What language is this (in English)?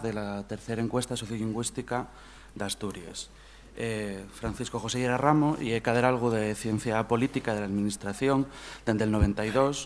Asturian